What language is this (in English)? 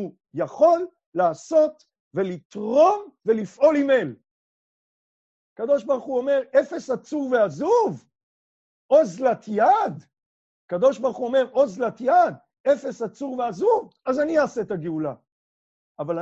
Hebrew